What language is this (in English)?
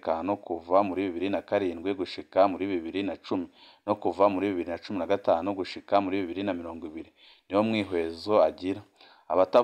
Rundi